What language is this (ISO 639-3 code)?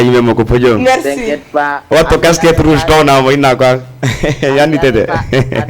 ful